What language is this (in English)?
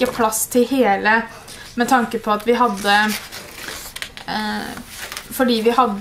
Norwegian